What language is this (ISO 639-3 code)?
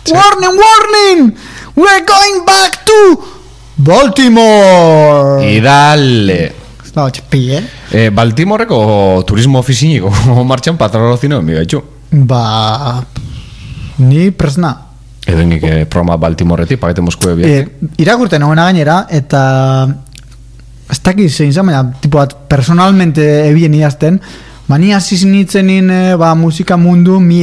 eus